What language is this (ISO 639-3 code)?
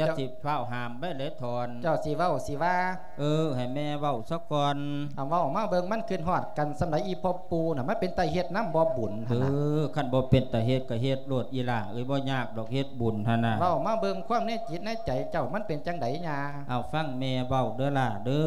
lao